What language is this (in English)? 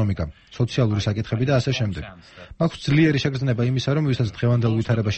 Georgian